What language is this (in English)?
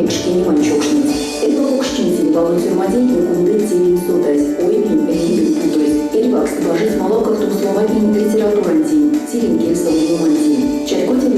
Erzya